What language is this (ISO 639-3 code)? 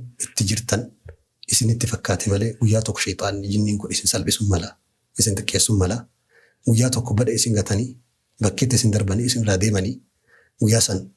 orm